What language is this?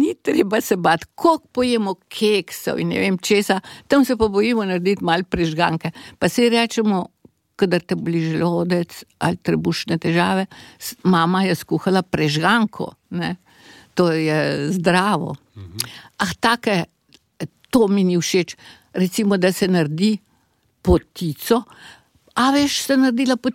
Slovenian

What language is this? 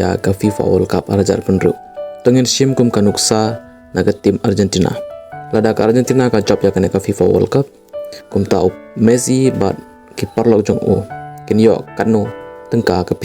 Khasi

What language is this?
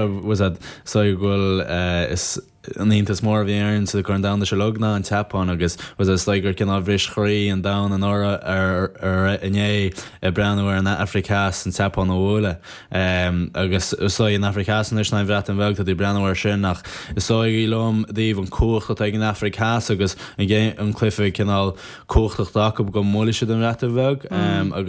Irish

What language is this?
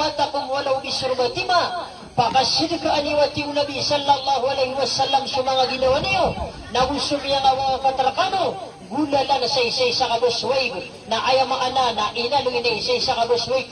Maranao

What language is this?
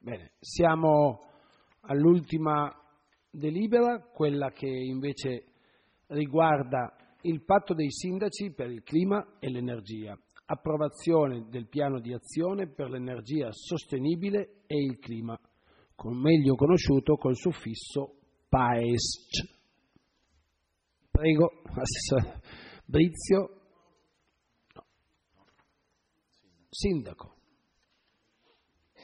Italian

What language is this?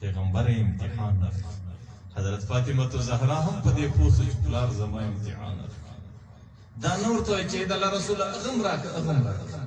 Pashto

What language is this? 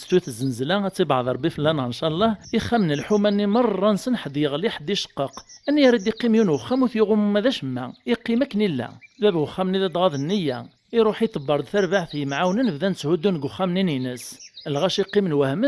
Kabyle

